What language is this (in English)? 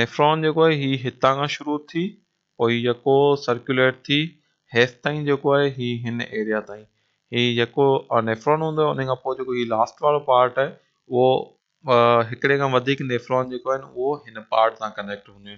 Sindhi